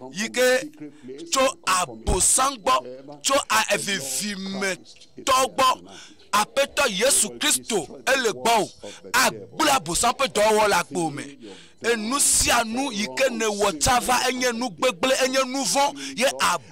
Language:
Ewe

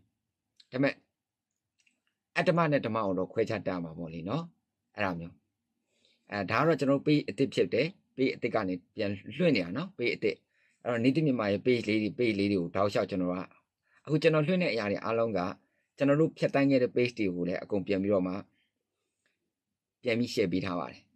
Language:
Burmese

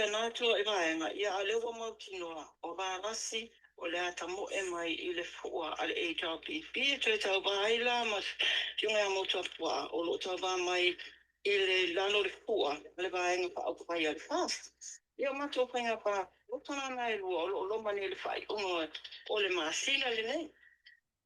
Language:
Samoan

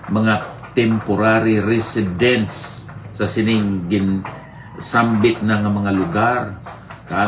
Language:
Hiligaynon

